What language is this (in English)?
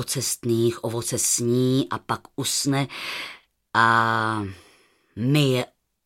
Czech